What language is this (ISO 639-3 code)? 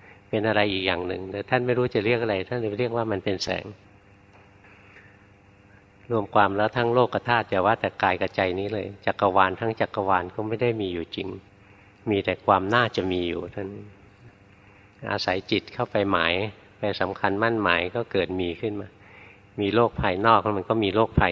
tha